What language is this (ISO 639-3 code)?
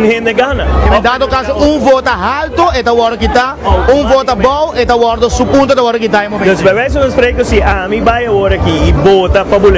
pap